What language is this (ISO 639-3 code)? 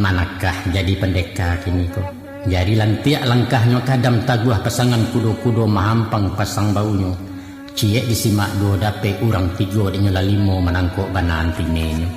min